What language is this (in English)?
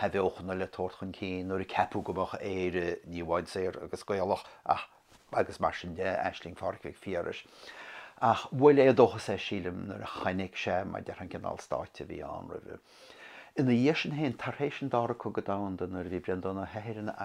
Irish